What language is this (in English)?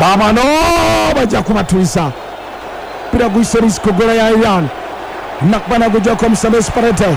Ganda